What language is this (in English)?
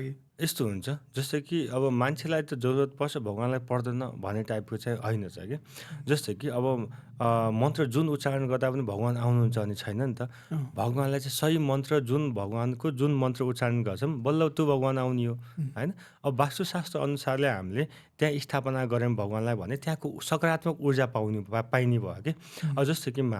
Nepali